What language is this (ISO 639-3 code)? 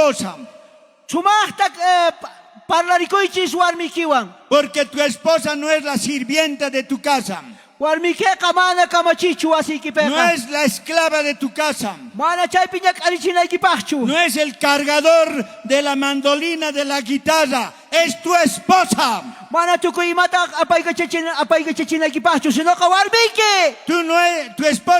quh